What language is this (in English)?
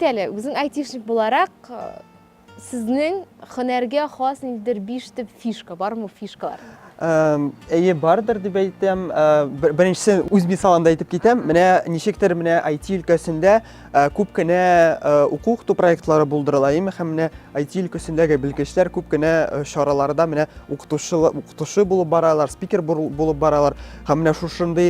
Tatar